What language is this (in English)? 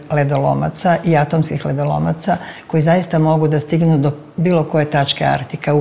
Serbian